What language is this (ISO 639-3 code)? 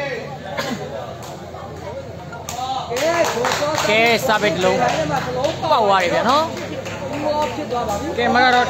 mya